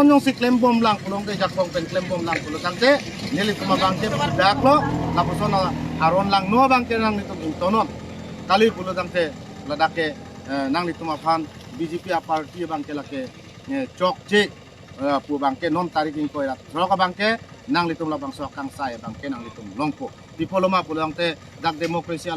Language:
Karbi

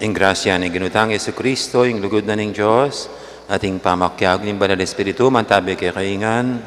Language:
Pampanga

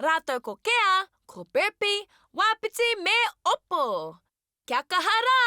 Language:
Māori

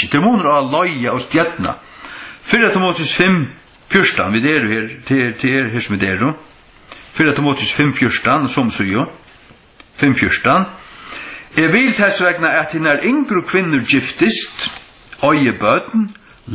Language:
Faroese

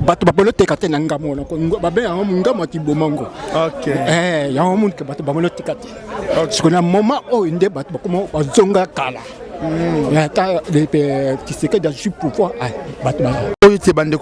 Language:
Lingala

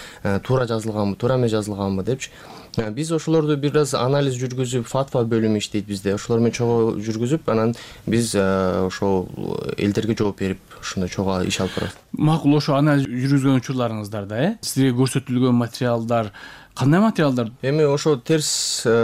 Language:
Kyrgyz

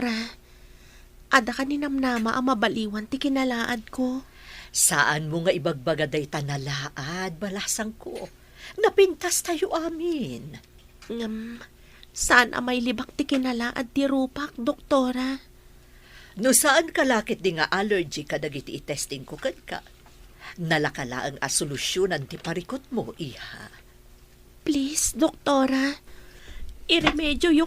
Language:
Iloko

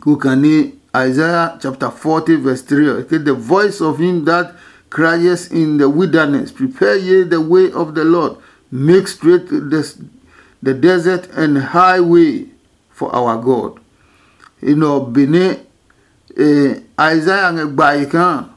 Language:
Adangme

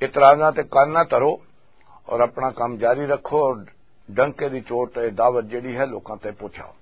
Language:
Western Panjabi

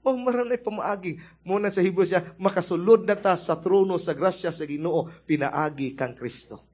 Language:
Cebuano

